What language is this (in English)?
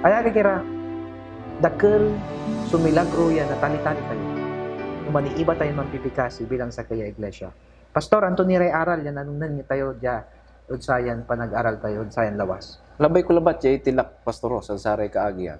Pangasinan